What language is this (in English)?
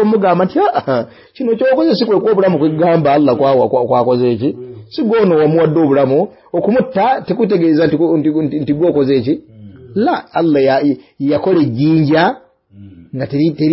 Ganda